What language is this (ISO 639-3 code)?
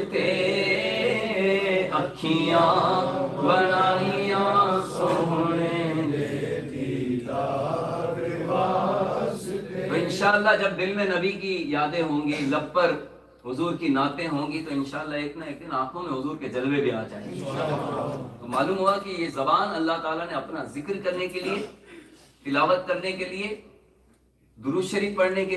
urd